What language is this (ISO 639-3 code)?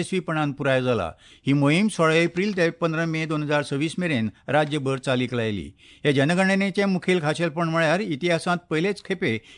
kok